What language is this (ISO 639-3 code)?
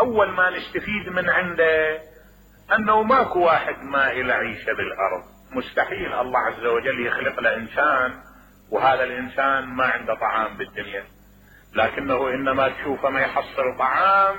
acm